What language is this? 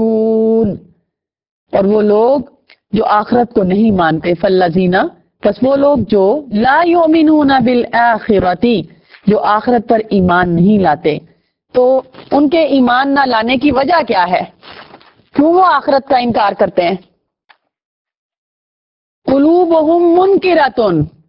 Urdu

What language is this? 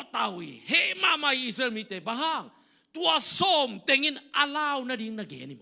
Tedim Chin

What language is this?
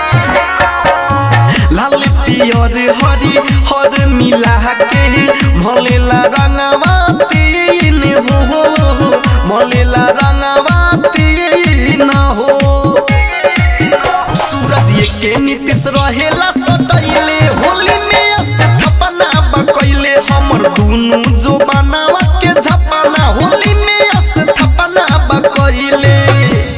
Bhojpuri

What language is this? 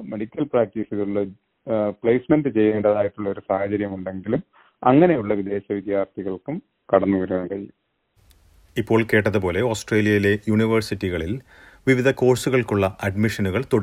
Malayalam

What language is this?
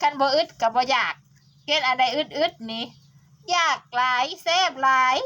Northeastern Thai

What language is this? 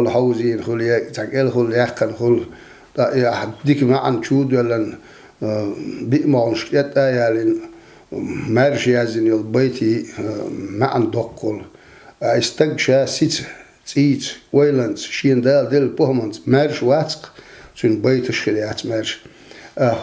Chechen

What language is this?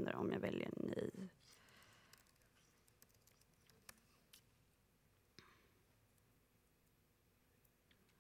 Swedish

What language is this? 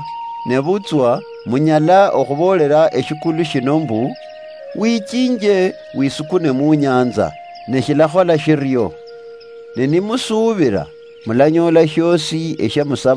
Luyia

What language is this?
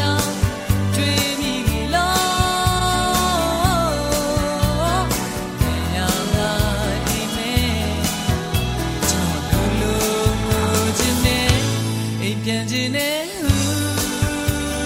Burmese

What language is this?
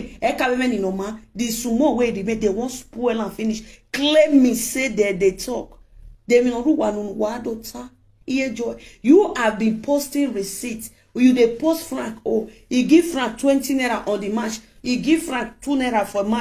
Nigerian Pidgin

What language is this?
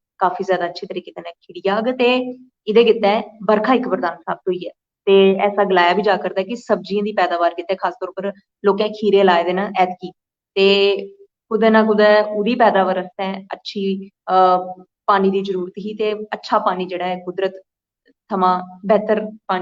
Dogri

